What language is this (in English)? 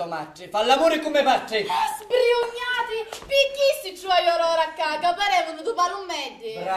Sicilian